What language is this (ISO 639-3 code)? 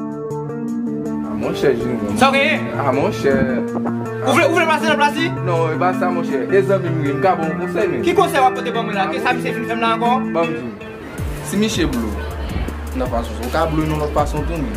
hat